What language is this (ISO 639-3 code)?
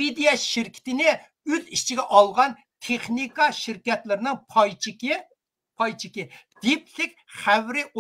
uig